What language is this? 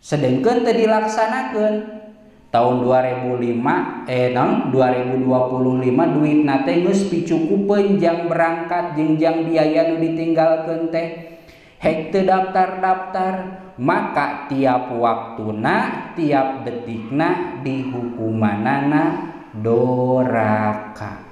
Sundanese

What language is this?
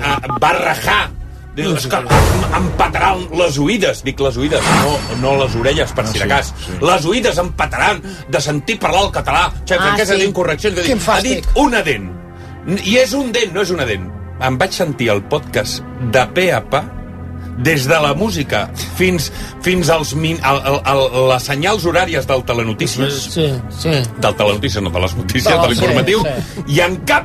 Catalan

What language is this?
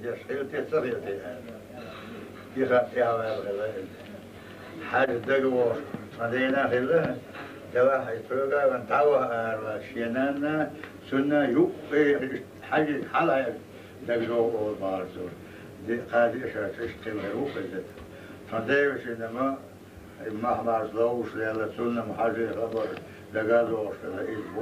Chechen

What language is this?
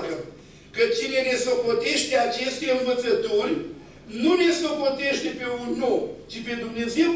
Romanian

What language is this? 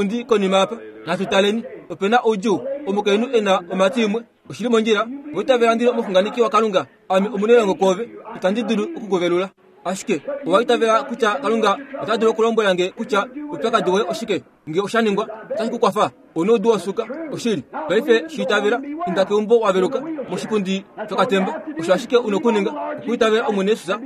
Kuanyama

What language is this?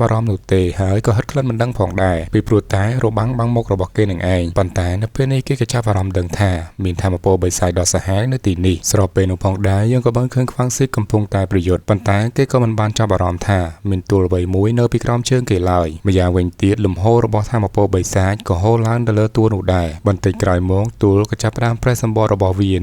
Khmer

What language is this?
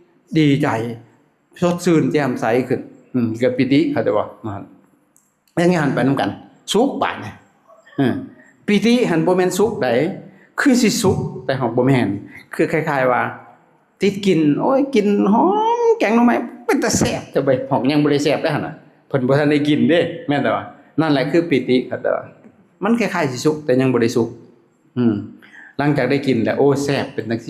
Lao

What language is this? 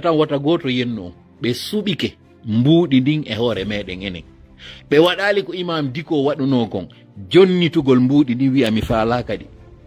Fula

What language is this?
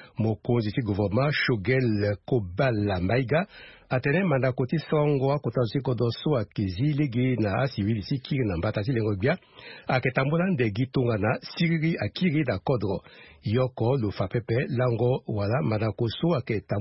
Sango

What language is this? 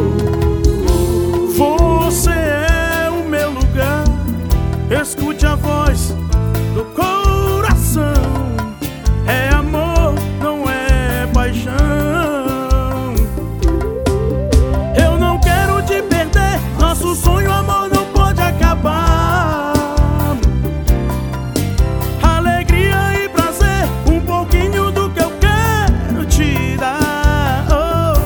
Portuguese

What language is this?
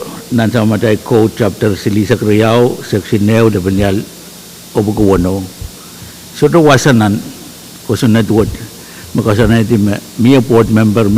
Pohnpeian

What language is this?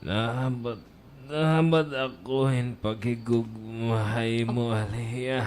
Waray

